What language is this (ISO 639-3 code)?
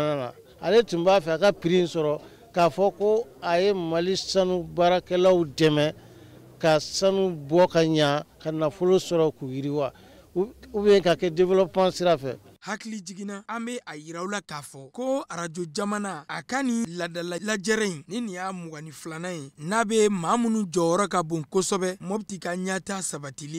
bam